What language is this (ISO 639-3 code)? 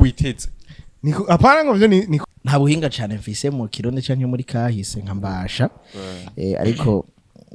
run